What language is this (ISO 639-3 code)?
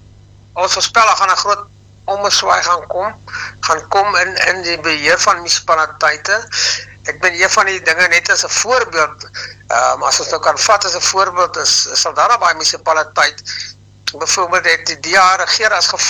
afr